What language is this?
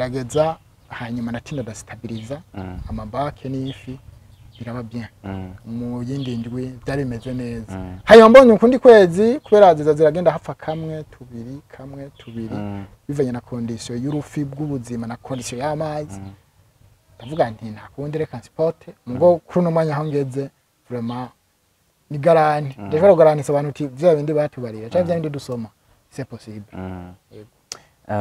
Rundi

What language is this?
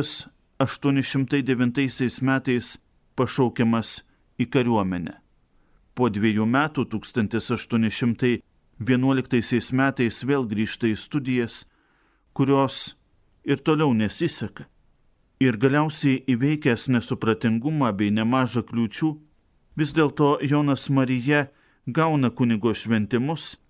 Lithuanian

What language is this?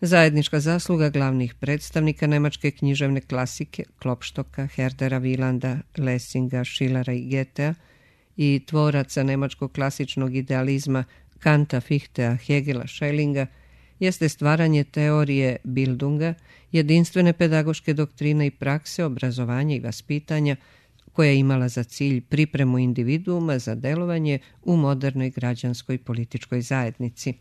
Serbian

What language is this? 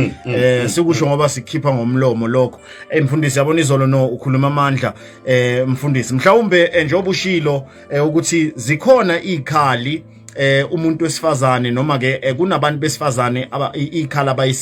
Zulu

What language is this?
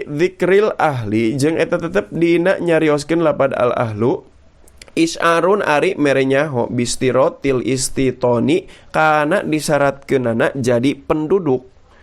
Sundanese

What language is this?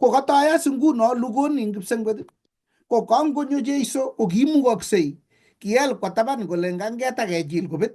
Kalenjin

